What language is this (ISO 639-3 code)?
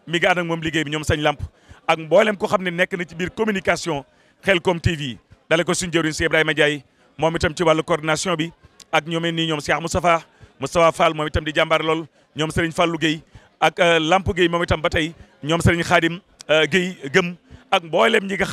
wol